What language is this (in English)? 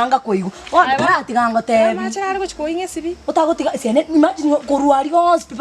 Gusii